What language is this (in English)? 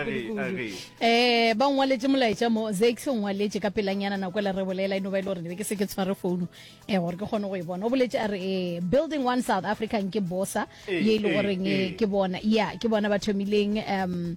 Northern Sotho